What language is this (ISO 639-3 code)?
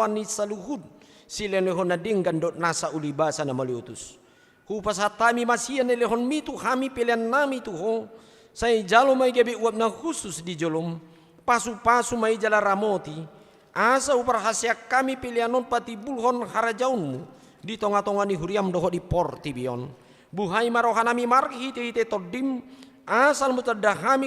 bbc